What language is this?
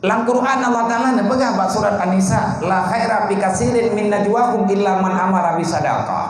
Achinese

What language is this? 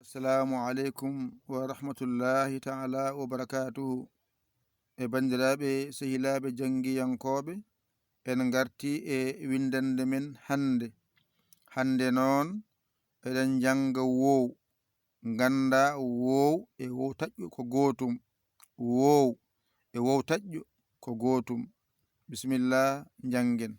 Fula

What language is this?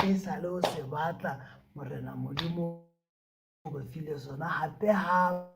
Southern Sotho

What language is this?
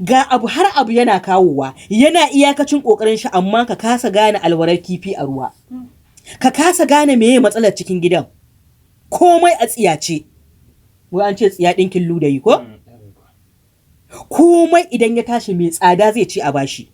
Hausa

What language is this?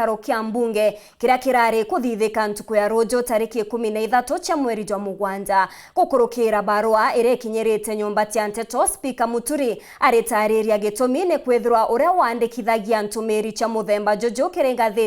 Meru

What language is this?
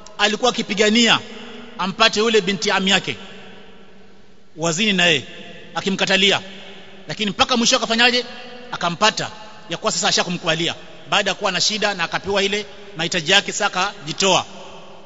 Swahili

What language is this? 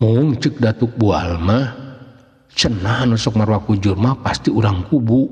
Sundanese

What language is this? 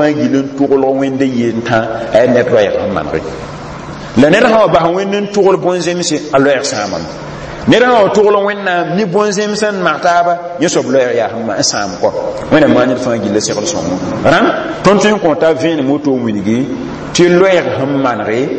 Mossi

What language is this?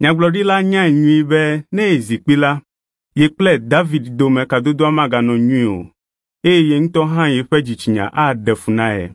Ewe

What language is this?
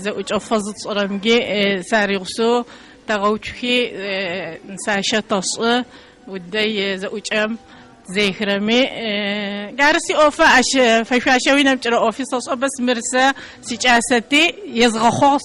Adyghe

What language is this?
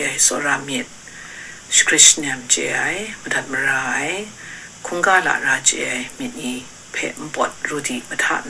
Kachin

